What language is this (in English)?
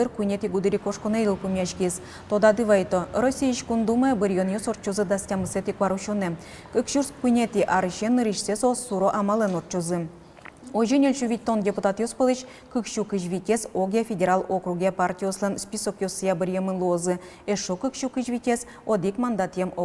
Udmurt